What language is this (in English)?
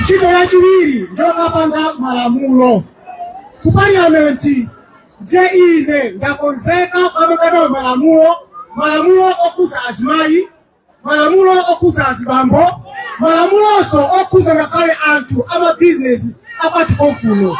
Nyanja